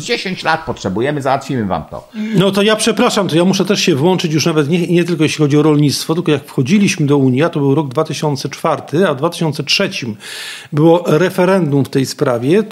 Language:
Polish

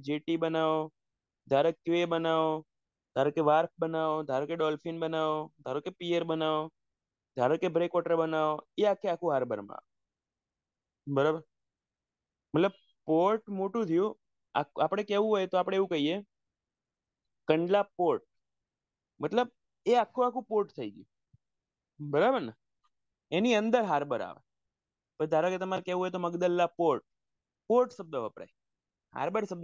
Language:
Gujarati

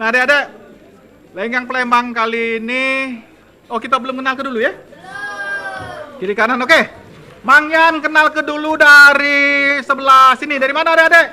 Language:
Musi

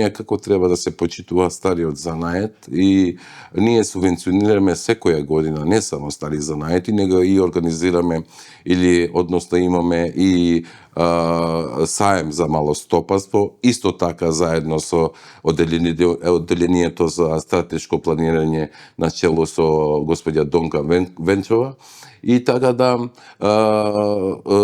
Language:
Macedonian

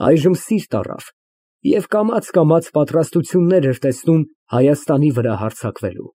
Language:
Armenian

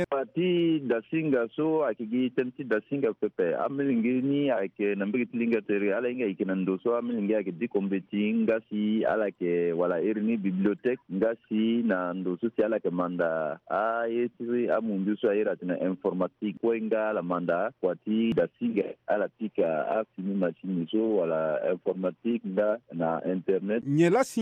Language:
Sango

